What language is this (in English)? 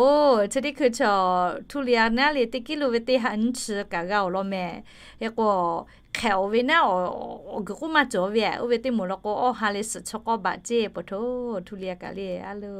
Lahu